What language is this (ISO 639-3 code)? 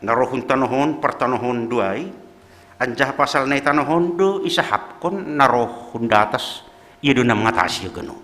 bts